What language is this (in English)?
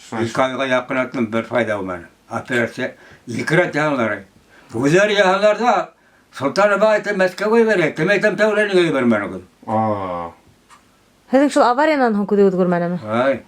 Bashkir